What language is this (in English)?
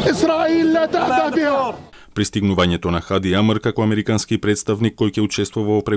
Macedonian